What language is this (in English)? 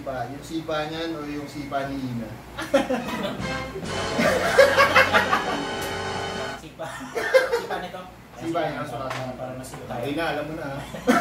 Filipino